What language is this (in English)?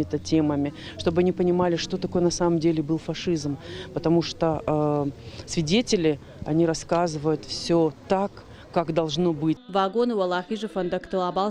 Ossetic